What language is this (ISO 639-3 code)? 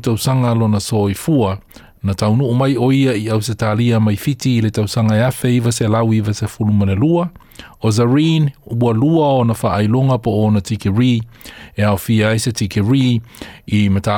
smo